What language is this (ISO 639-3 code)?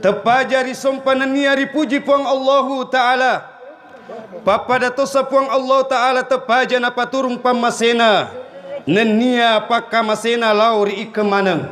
bug